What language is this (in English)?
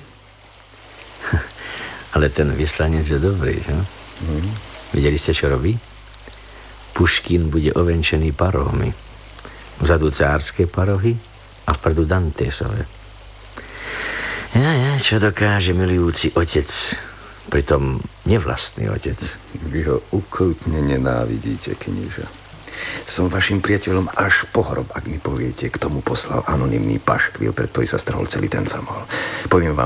Slovak